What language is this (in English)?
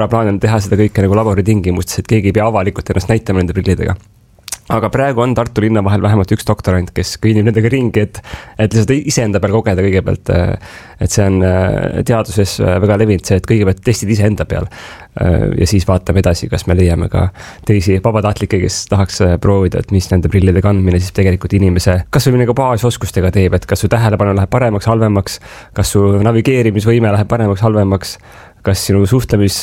Estonian